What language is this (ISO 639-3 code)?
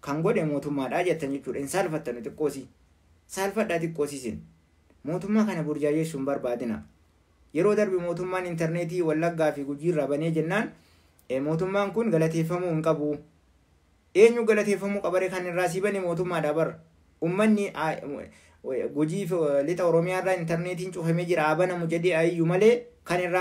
orm